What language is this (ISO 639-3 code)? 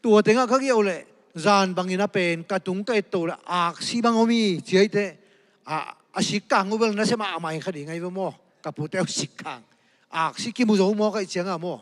ctd